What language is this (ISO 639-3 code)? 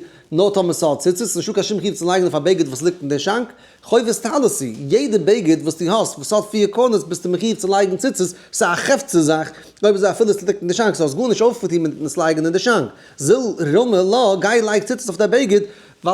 yid